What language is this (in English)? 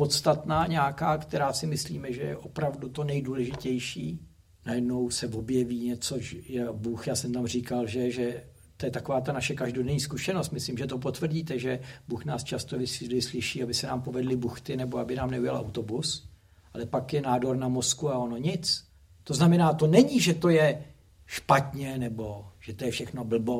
Czech